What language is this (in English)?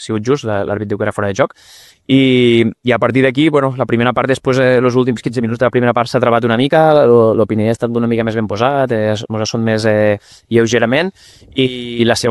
Catalan